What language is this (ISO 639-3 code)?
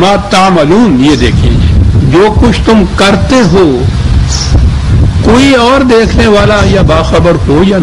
urd